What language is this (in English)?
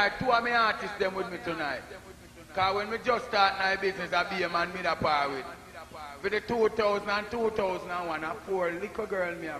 Jamaican Creole English